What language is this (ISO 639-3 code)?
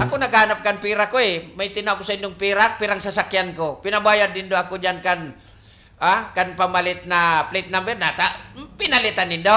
bik